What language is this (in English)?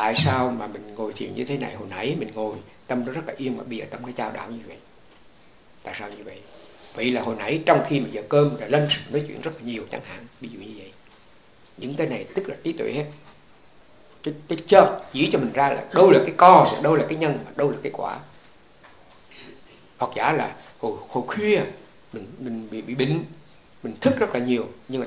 Vietnamese